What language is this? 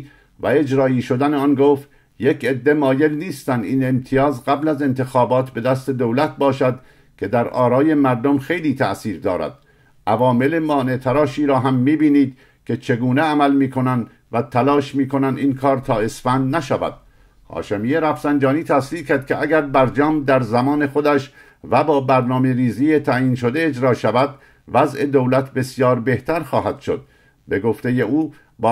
Persian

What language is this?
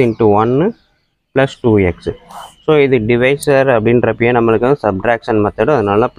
Tamil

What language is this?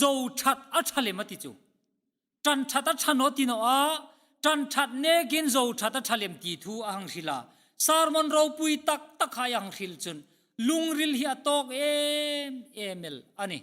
Hmar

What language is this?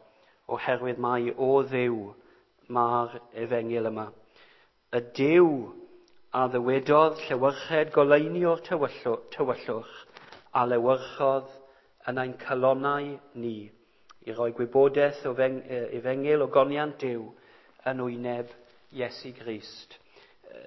Welsh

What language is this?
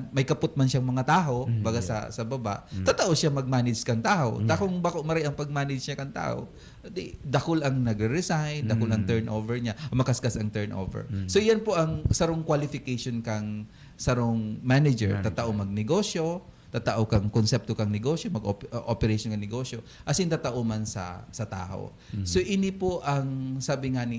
Bikol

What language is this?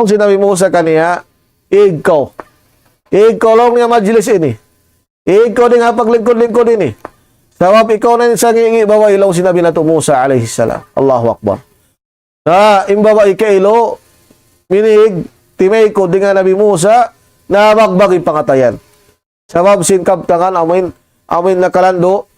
Tausug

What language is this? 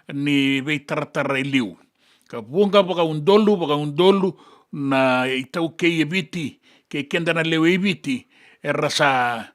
Fijian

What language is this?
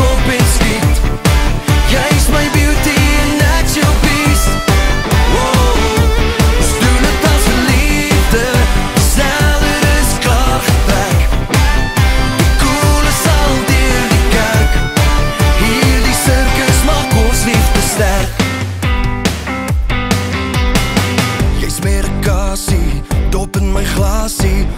Afrikaans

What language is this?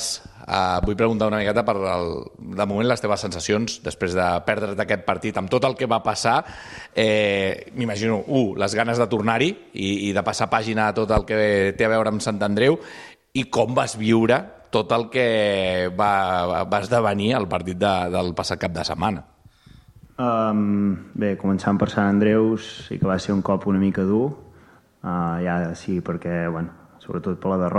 Catalan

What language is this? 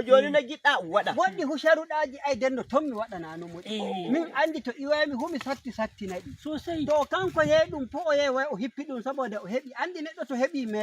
Nigerian Fulfulde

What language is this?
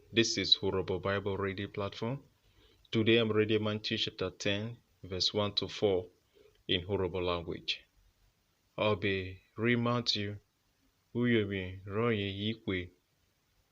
Urhobo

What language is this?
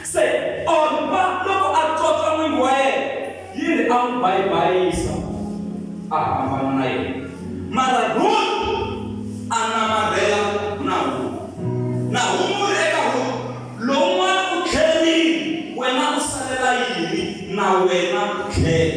Tsonga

